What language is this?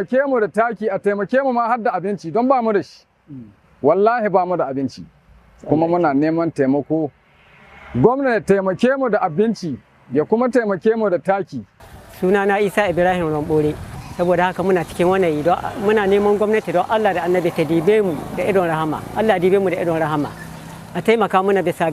Hausa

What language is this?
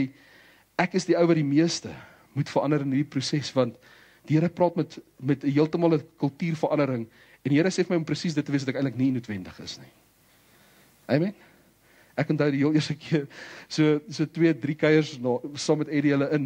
Afrikaans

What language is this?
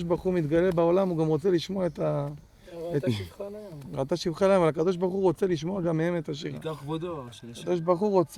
Hebrew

